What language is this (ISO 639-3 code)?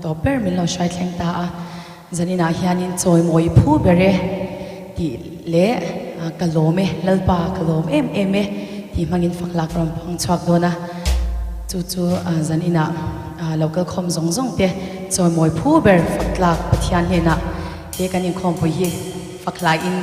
lus